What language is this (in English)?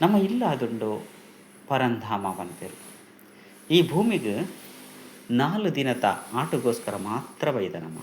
Tulu